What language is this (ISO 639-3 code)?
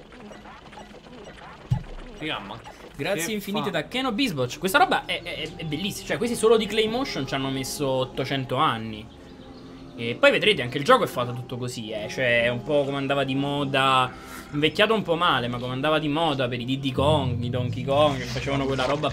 ita